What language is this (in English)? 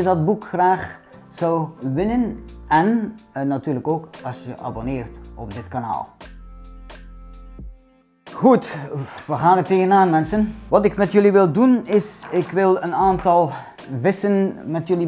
Dutch